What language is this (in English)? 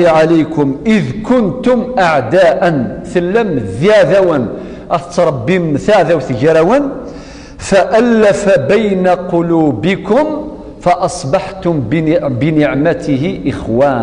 Kabyle